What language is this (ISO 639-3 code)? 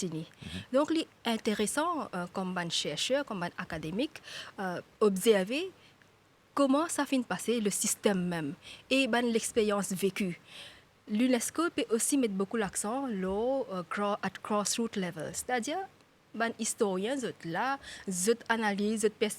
mfe